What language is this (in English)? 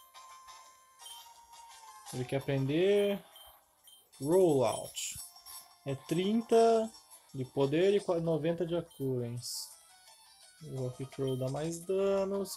Portuguese